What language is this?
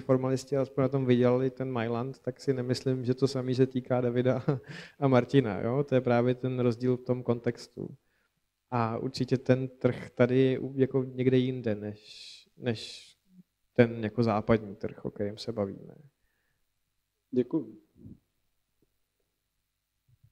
Czech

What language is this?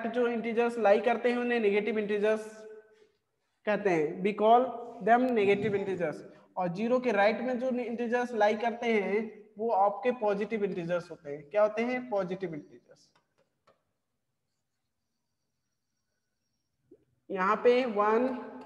Hindi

